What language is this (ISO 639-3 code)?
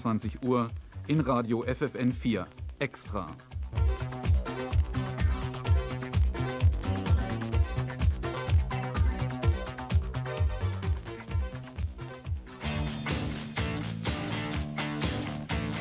deu